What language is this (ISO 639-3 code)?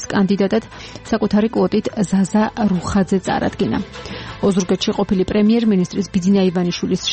kat